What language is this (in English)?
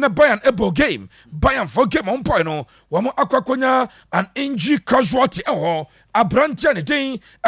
Akan